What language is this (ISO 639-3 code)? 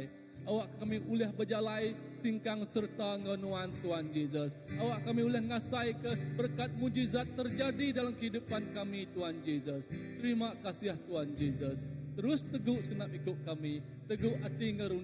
iba